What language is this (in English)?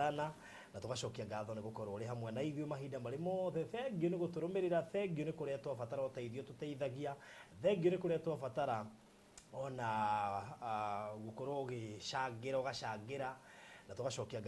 Kikuyu